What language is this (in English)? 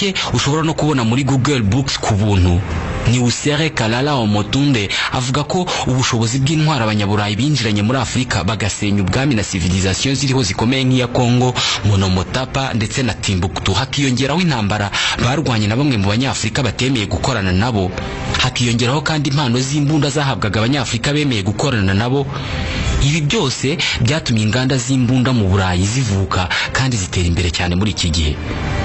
Kinyarwanda